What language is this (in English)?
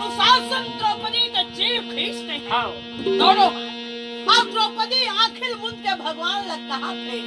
Chhattisgarhi